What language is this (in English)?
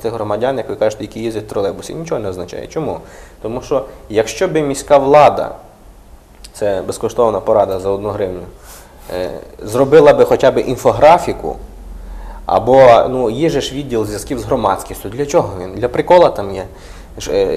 Ukrainian